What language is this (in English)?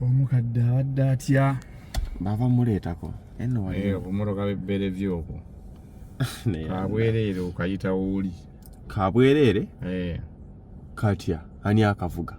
Ganda